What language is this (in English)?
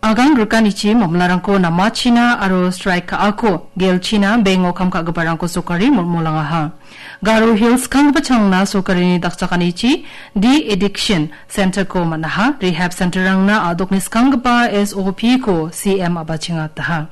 Garo